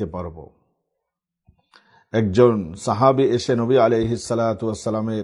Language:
Bangla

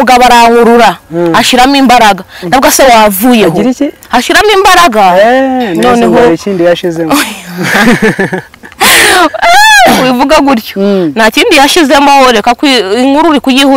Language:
Kinyarwanda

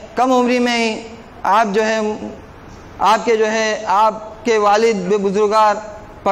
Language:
Urdu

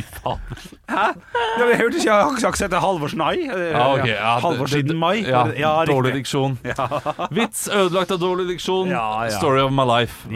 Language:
Norwegian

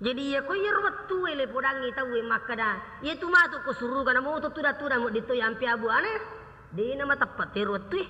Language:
Buginese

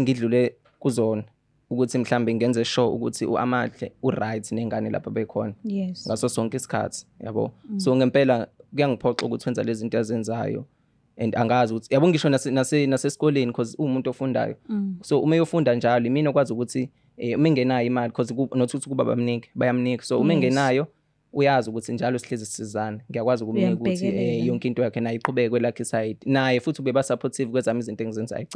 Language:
Zulu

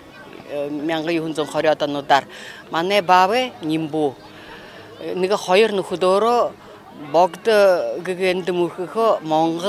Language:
Buriat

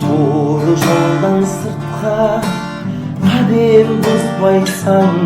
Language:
Kara-Kalpak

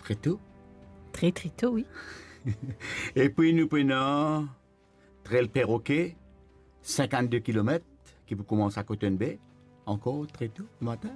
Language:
Morisyen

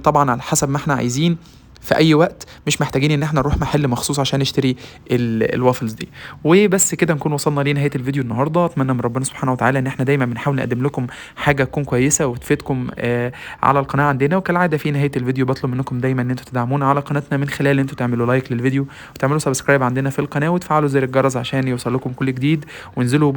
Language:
Egyptian Arabic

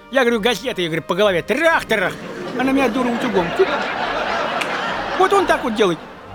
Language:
Russian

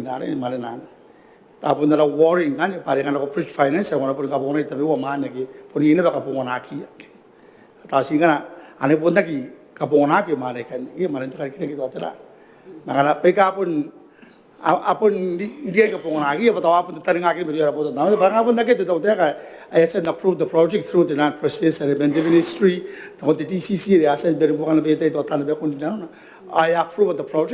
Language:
Gilbertese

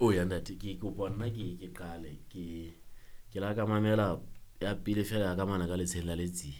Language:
Southern Sotho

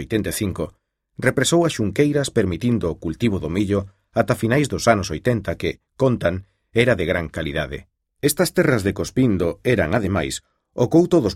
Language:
Galician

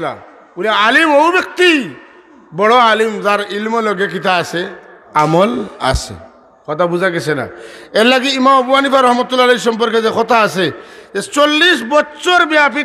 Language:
Sylheti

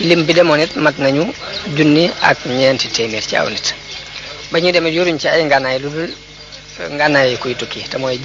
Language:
Wolof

